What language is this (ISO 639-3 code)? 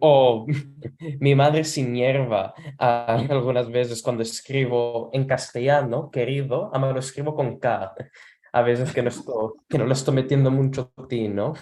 lad